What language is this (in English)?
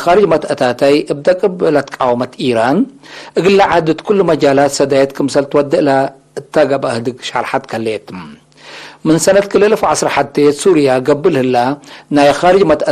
Tigre